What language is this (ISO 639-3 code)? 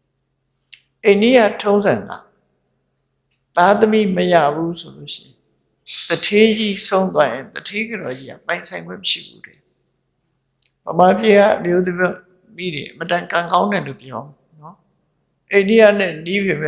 mya